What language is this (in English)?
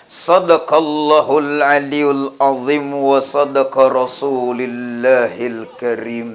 Buginese